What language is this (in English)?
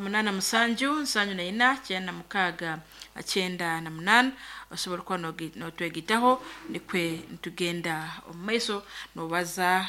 Nyankole